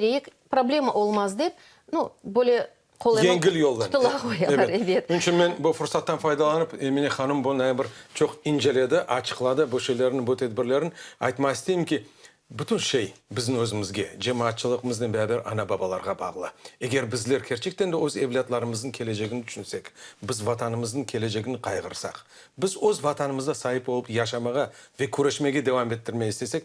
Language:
Crimean Tatar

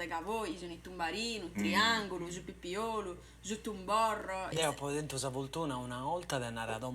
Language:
Sardinian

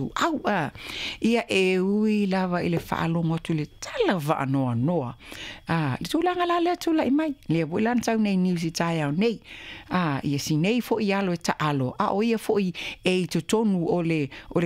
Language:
Samoan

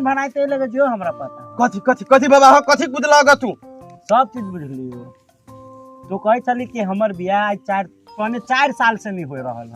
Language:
Maithili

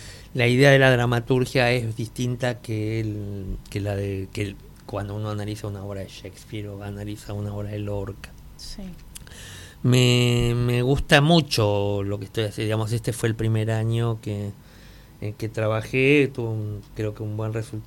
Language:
Spanish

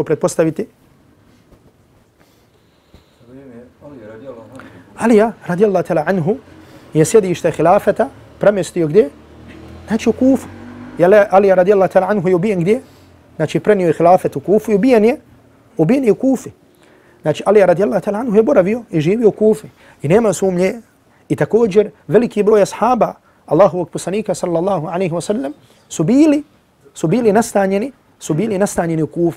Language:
Bosnian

